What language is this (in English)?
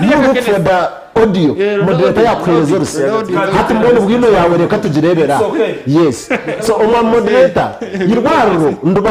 Nyankole